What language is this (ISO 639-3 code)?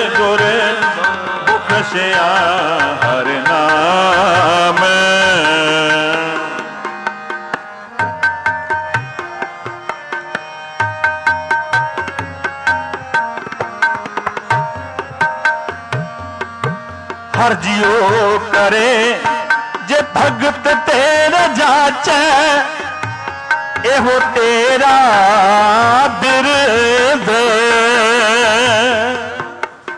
pan